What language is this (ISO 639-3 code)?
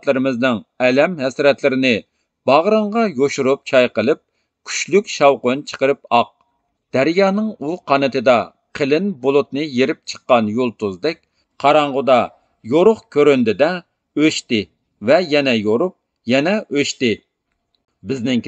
uig